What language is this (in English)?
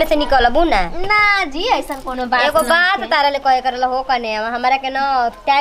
Bhojpuri